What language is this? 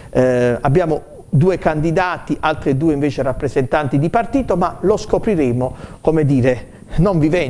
Italian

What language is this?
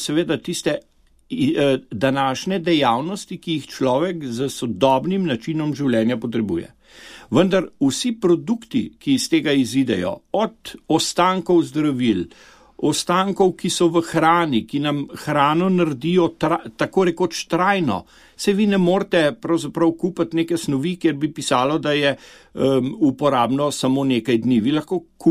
Slovenian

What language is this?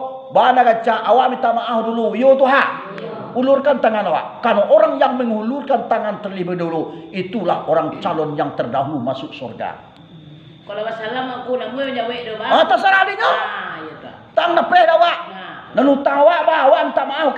Minangkabau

